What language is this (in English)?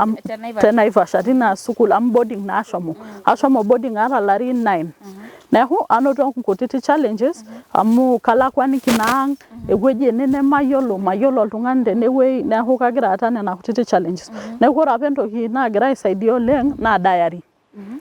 Masai